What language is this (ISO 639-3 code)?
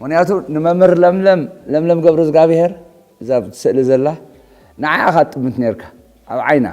tir